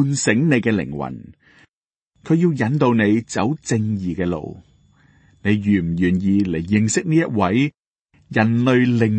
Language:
Cantonese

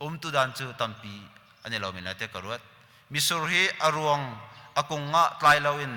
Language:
Hakha Chin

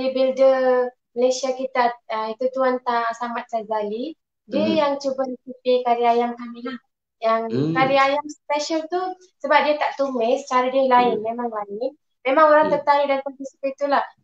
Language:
Malay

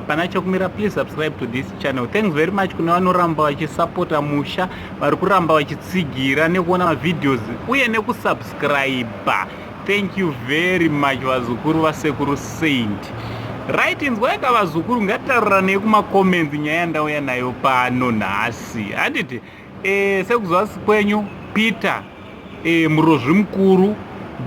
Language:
Shona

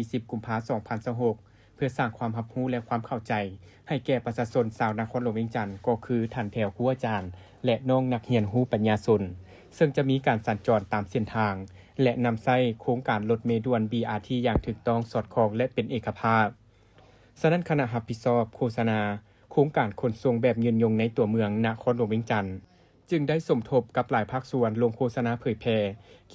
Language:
Lao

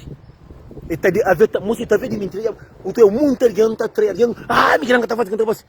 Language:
Kabuverdianu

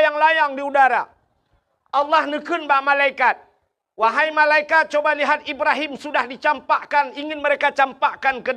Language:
Achinese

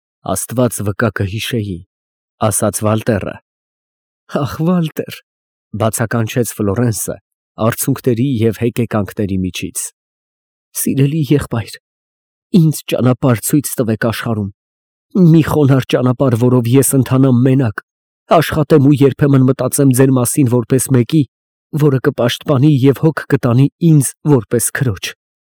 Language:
Armenian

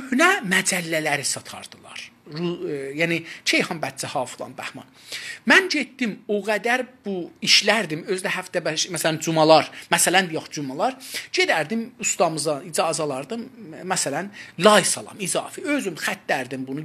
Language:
South Azerbaijani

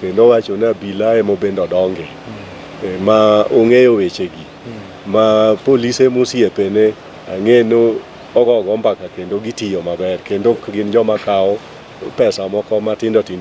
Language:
Luo (Kenya and Tanzania)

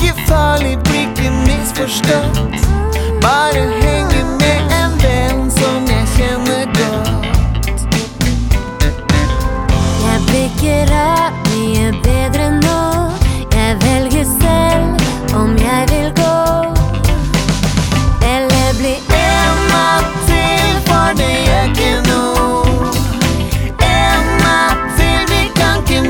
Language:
Norwegian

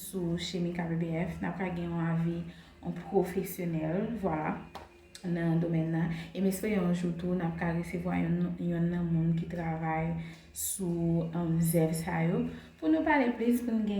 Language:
Haitian Creole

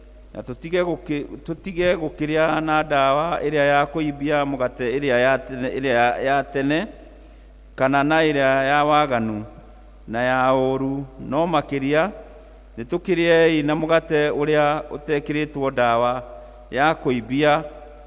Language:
Kikuyu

